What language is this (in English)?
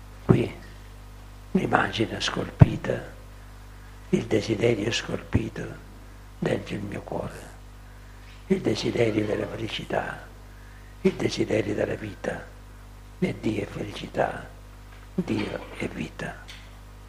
Italian